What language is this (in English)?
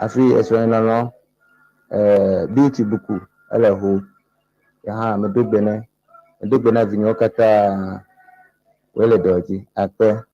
Ewe